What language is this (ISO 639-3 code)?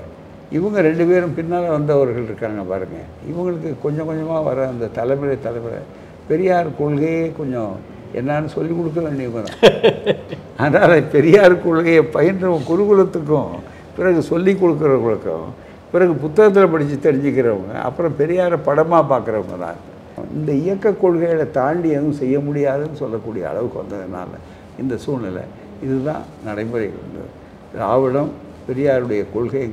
tam